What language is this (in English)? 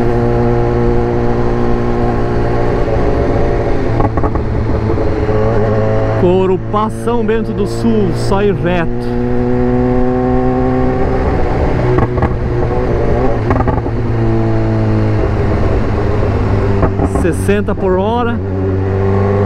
Portuguese